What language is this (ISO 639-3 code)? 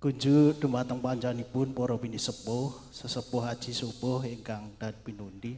jav